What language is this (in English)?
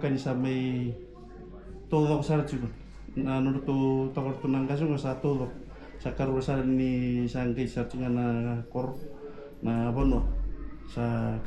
Fijian